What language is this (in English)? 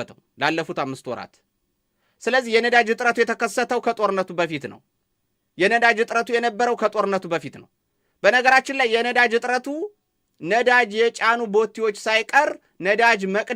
Amharic